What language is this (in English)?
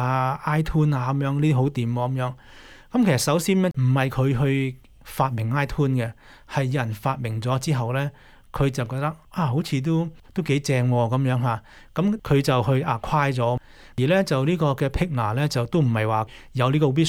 Cantonese